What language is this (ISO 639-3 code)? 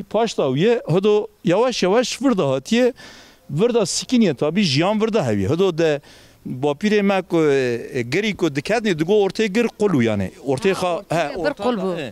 kur